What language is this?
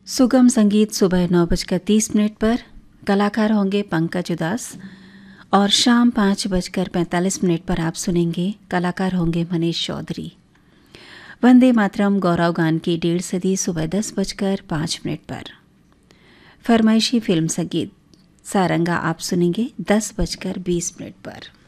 Hindi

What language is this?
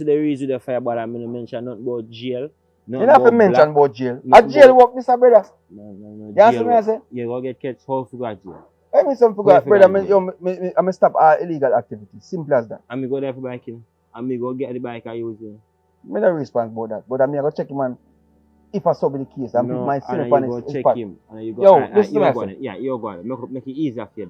Jamaican Creole English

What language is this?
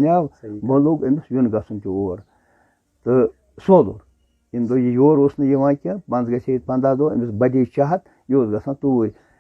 Kashmiri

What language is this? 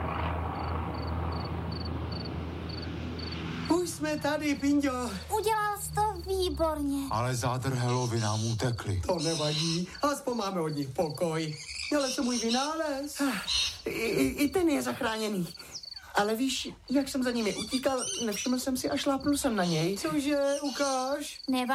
Czech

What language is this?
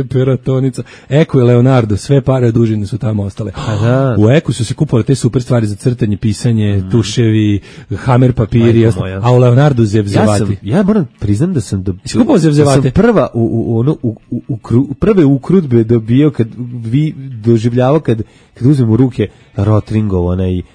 Serbian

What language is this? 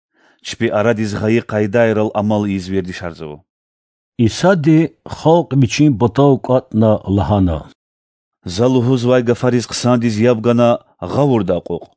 Lezghian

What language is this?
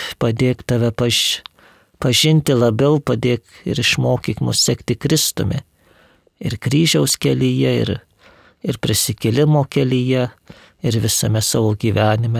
Lithuanian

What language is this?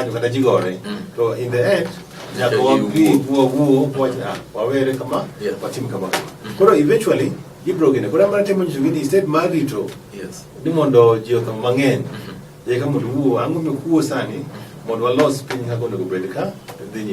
Luo (Kenya and Tanzania)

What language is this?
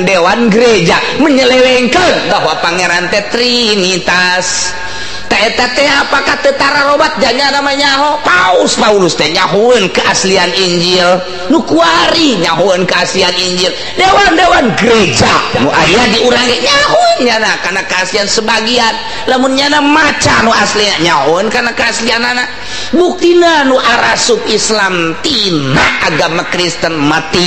Sundanese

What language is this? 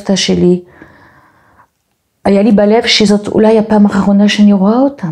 Hebrew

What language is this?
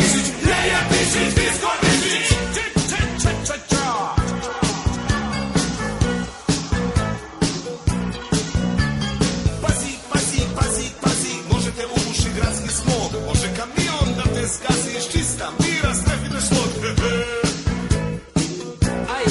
Serbian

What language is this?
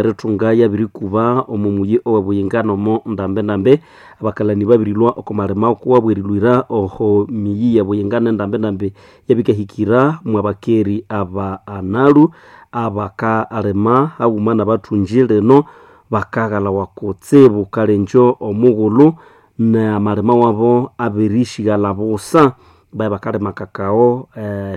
Nande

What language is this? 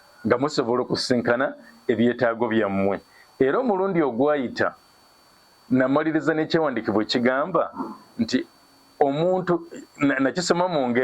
Ganda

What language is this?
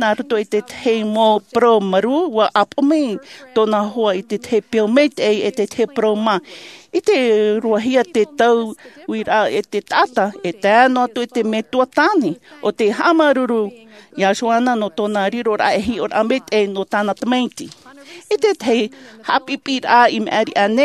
Tahitian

